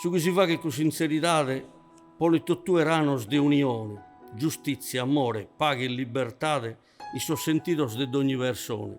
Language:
Sardinian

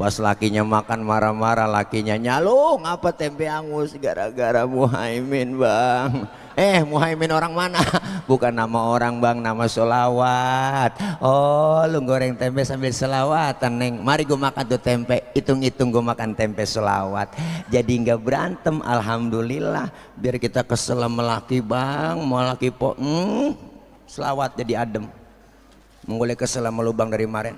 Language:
Betawi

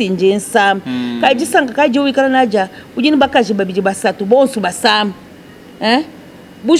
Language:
Luba-Lulua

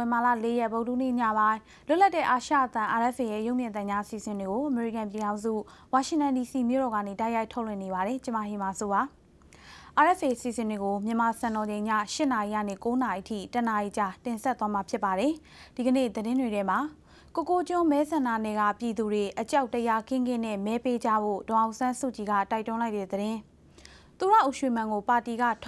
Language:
Burmese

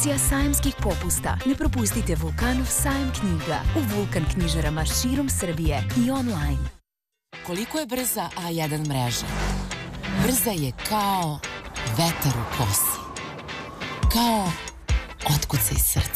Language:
Serbian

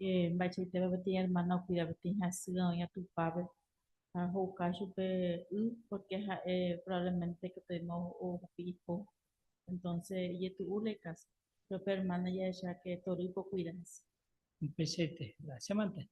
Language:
Guarani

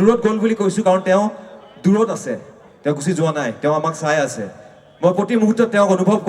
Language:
Assamese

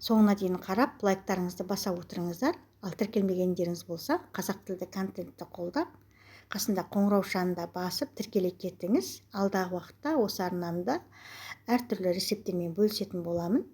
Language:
Kazakh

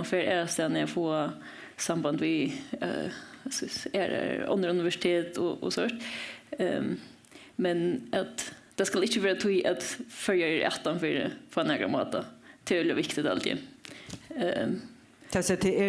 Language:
Faroese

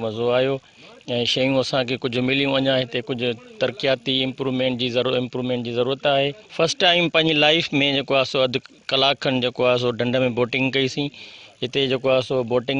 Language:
Sindhi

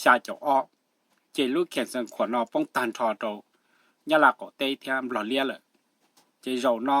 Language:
Hmong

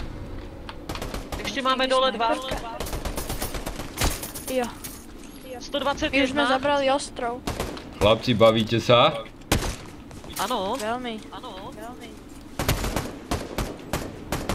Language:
Slovak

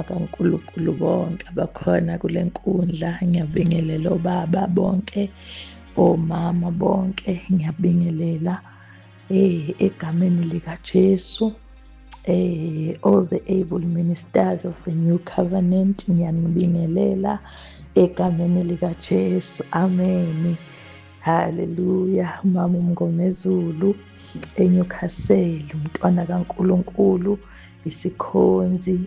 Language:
Zulu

